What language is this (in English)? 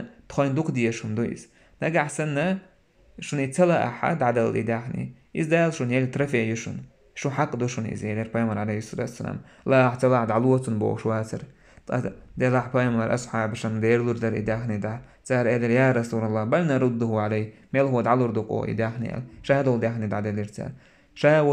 Chechen